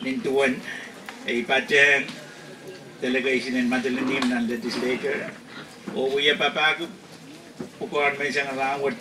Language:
Pohnpeian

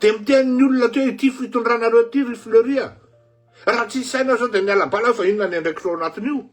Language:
Malagasy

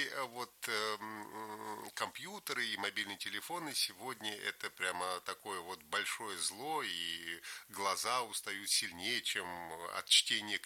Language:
Russian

